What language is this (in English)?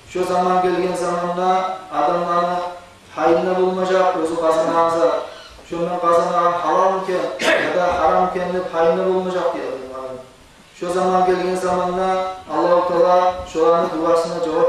Kumyk